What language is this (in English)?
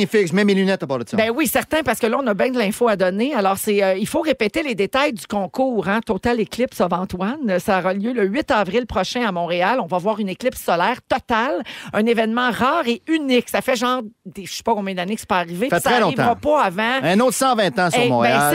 French